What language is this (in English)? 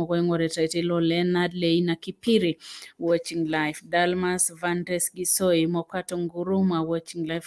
Masai